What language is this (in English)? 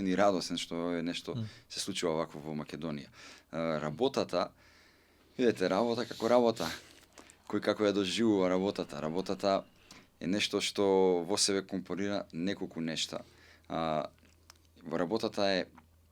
Macedonian